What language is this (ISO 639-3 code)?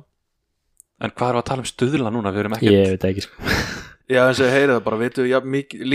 isl